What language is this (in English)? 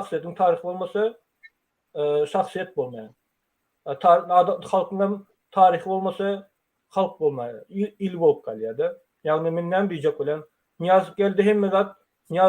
Turkmen